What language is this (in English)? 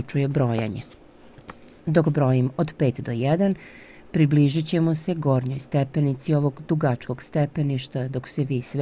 Serbian